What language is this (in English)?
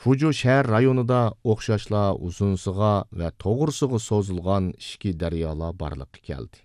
Uyghur